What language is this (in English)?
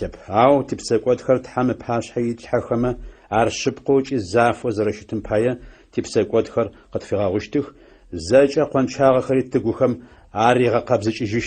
Adyghe